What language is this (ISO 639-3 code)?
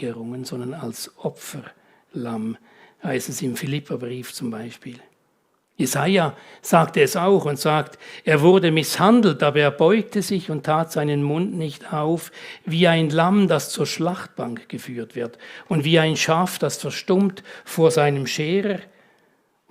gsw